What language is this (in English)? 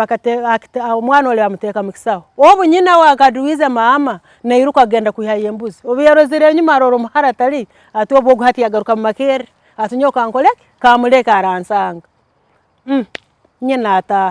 Tooro